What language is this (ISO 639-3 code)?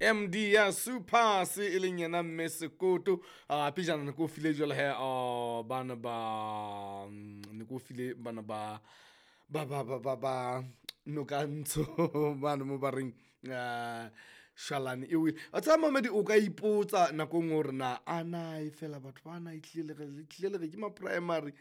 sot